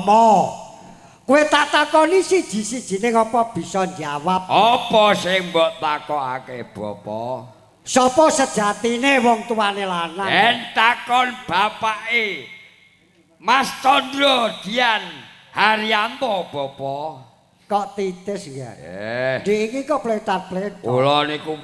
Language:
Javanese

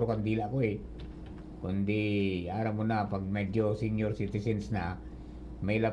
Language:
Bikol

